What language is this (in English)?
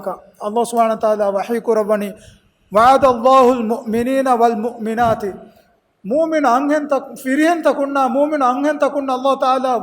Divehi